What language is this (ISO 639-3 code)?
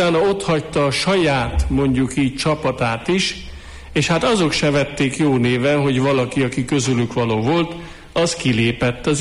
hun